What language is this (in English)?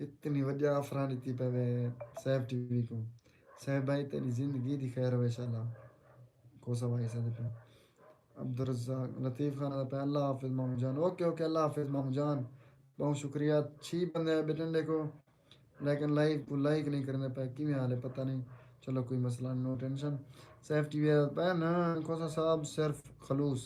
Saraiki